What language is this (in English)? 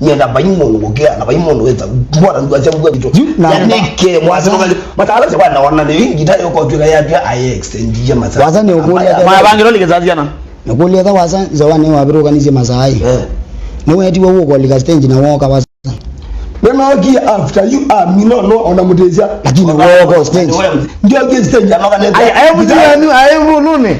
Kamba